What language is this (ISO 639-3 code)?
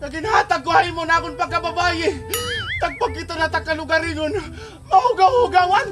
war